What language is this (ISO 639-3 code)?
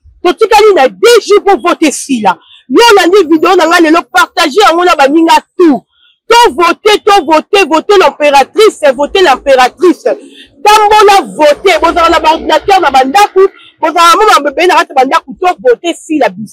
lin